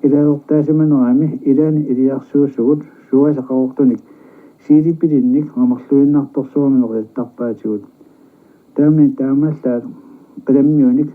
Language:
Kalaallisut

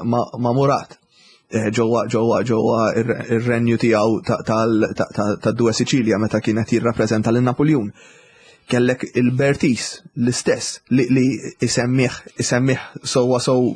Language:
Maltese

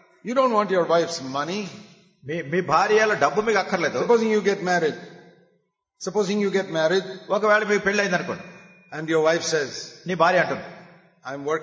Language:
Telugu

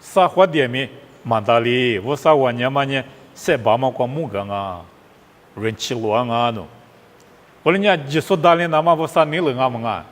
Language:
Lisu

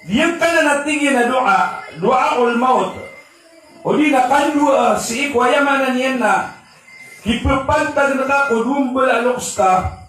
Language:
Maranao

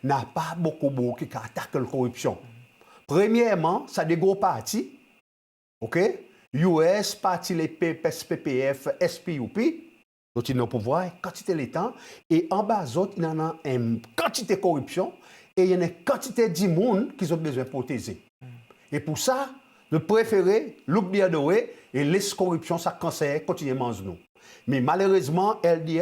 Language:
Seselwa Creole French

